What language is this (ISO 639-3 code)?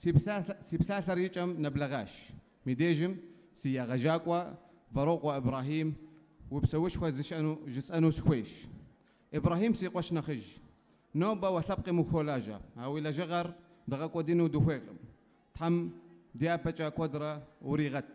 kbd